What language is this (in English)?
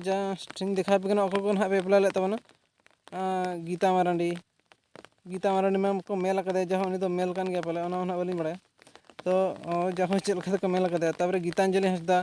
Santali